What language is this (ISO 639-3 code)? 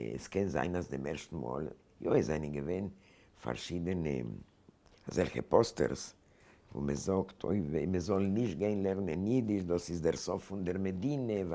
yid